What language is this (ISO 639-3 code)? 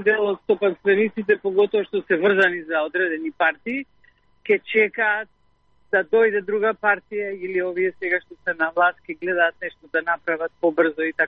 mkd